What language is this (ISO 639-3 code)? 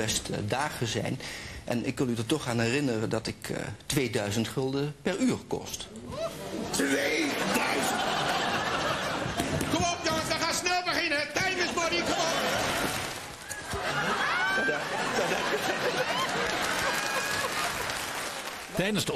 nld